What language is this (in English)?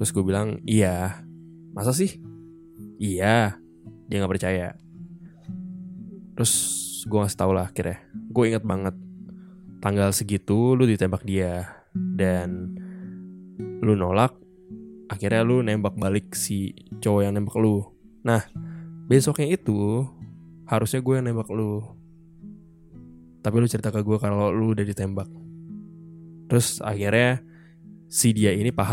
Indonesian